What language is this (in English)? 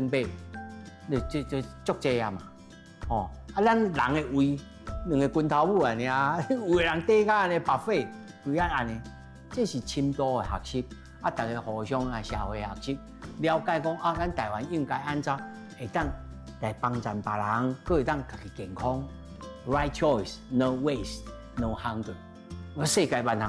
Min Nan Chinese